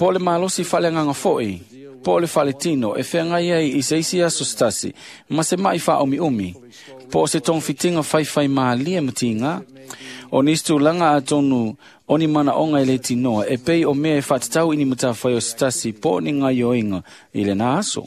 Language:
Samoan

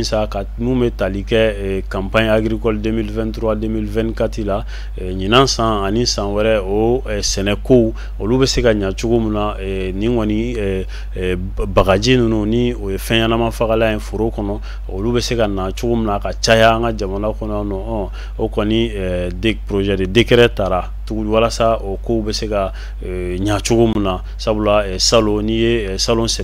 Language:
Bambara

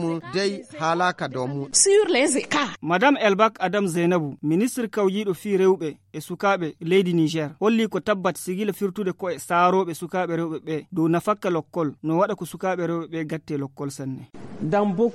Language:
Fula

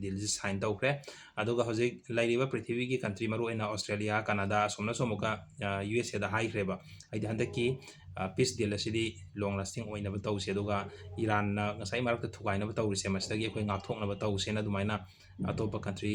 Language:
Manipuri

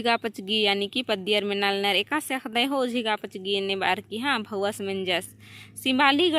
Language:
Kurukh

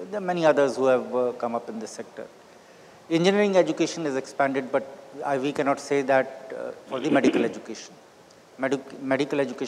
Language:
English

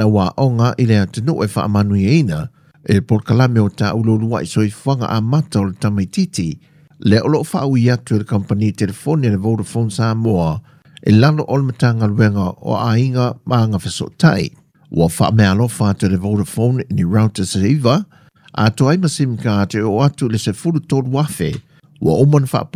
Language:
Samoan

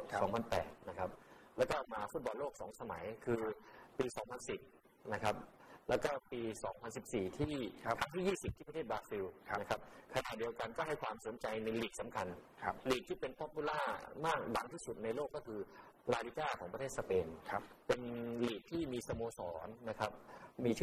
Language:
Thai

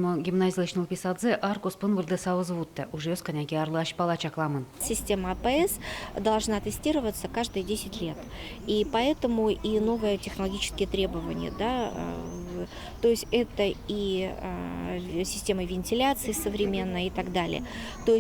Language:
Udmurt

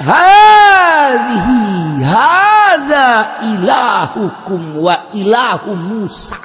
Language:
Sundanese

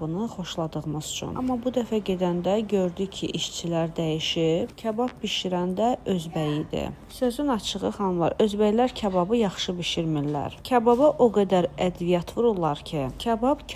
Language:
Azerbaijani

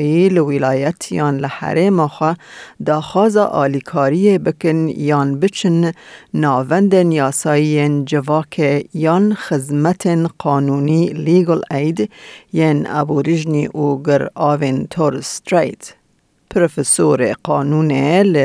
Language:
Kurdish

